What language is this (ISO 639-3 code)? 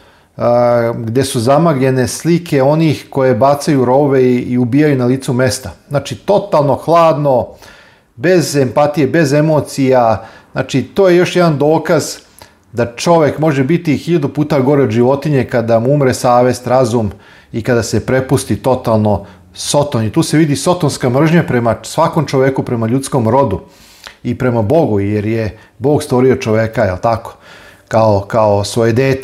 srp